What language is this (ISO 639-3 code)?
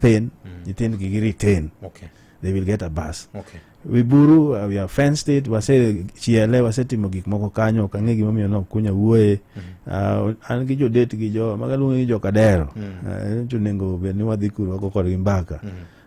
luo